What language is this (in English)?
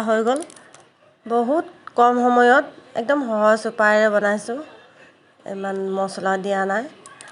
Assamese